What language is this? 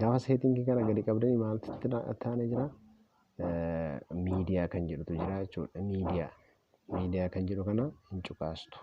Oromo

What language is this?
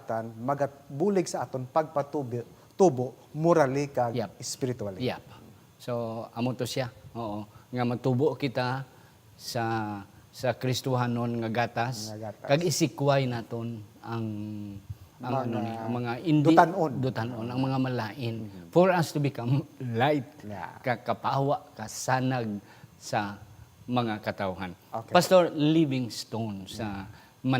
Hiligaynon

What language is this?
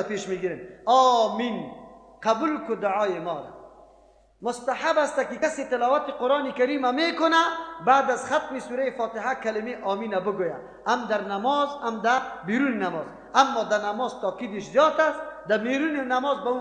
Persian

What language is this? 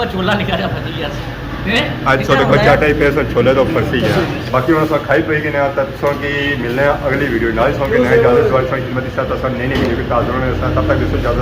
Pahari-Potwari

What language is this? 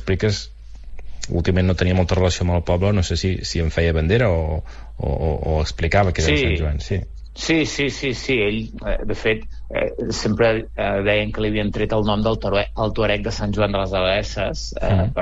Catalan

